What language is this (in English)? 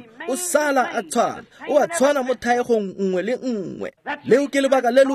Tswana